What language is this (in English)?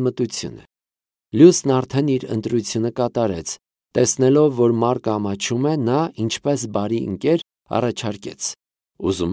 Armenian